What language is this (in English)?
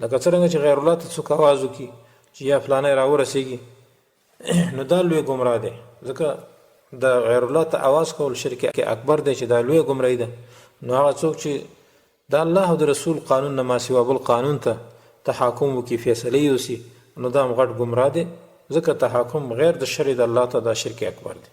Pashto